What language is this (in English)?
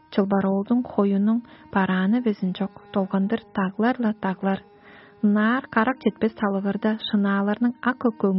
Tuvinian